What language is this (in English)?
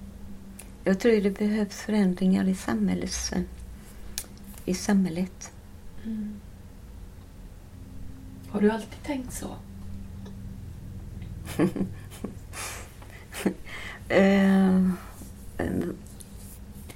Swedish